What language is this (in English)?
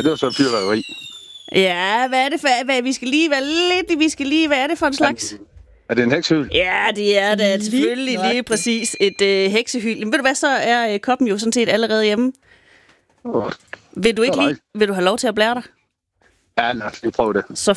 Danish